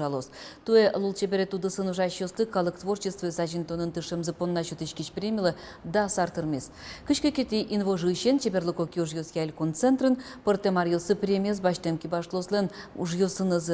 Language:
Udmurt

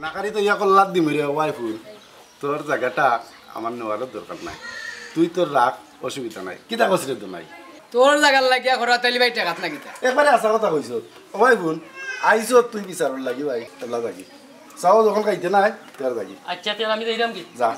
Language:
Sylheti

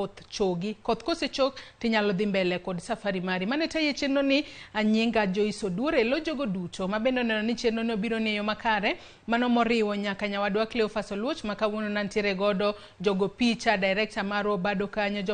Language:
Luo (Kenya and Tanzania)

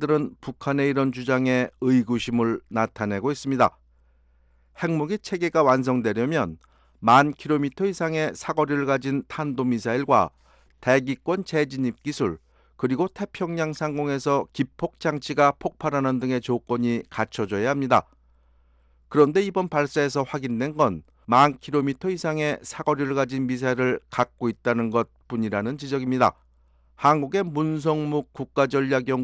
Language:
Korean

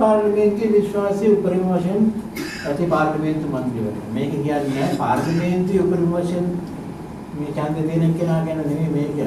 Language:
Sinhala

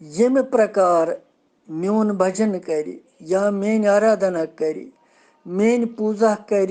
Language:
Kashmiri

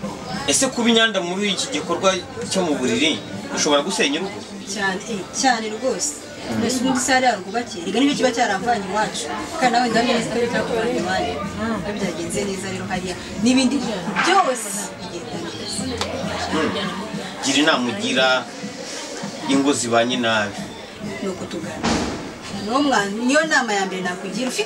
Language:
Kinyarwanda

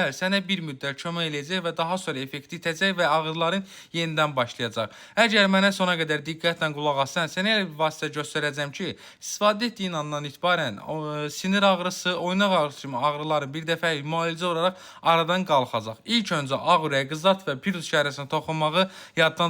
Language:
Azerbaijani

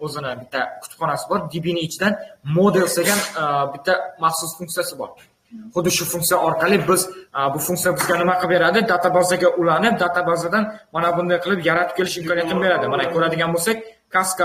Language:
Uzbek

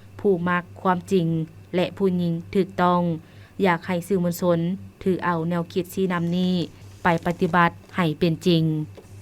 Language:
Lao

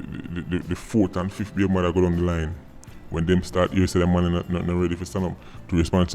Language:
Jamaican Creole English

